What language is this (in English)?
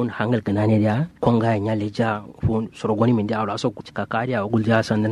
Kanuri